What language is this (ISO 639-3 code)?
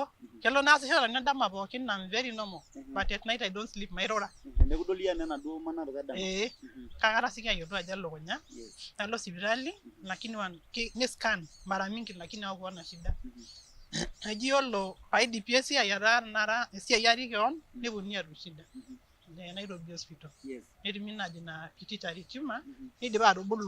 mas